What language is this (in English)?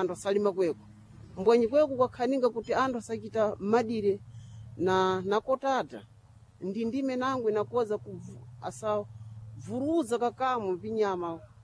Sena